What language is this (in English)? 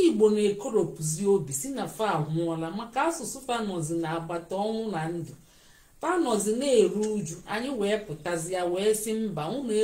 Igbo